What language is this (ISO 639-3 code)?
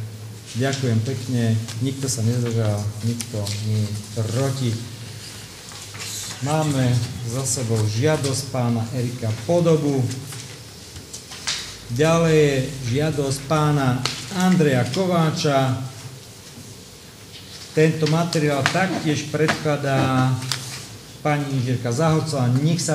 slk